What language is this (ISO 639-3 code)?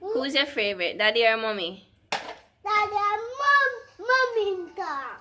jam